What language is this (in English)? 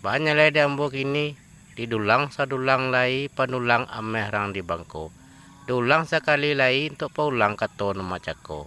Minangkabau